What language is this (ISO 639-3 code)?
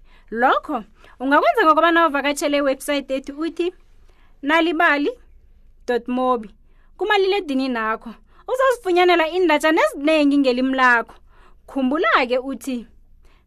nbl